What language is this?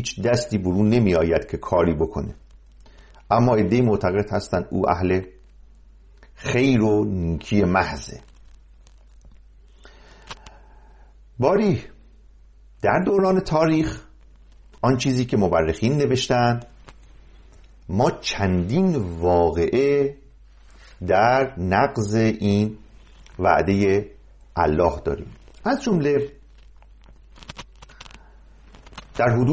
Persian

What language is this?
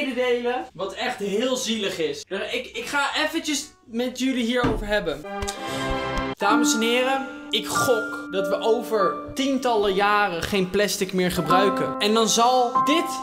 Dutch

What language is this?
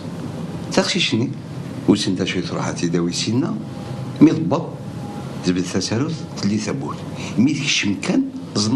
Kabyle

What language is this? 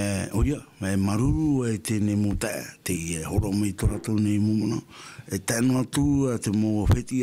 Tahitian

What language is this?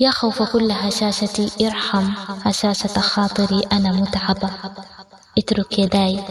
Sudanese Arabic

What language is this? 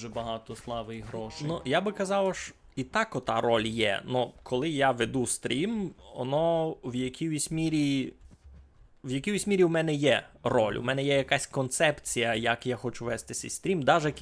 Rusyn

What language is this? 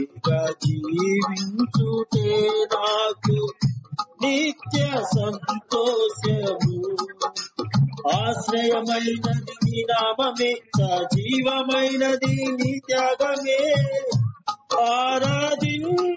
Telugu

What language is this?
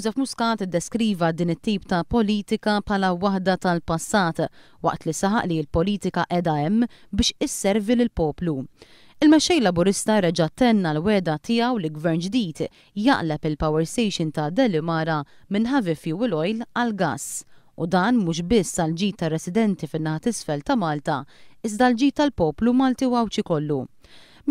Maltese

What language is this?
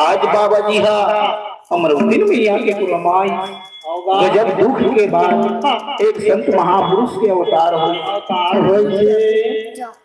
Chhattisgarhi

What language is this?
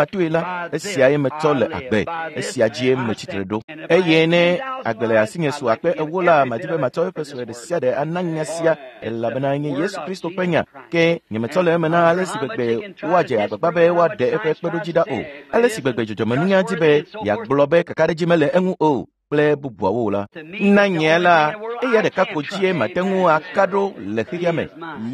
Ewe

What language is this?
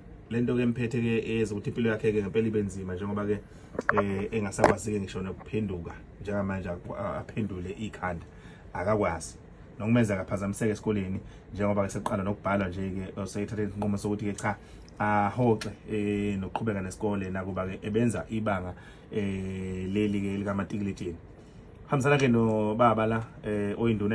Zulu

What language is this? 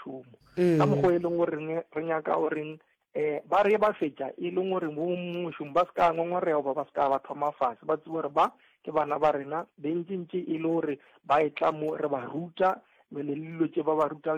Northern Sotho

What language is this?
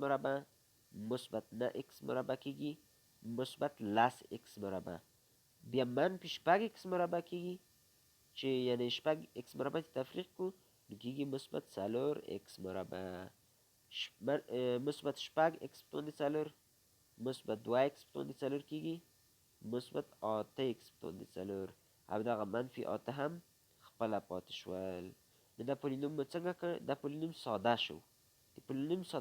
Pashto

